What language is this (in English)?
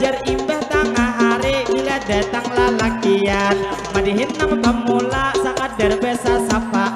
Banjar